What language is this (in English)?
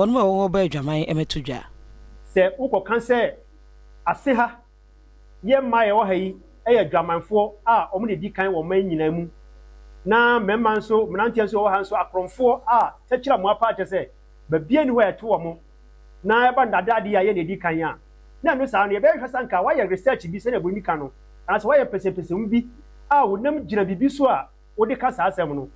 Akan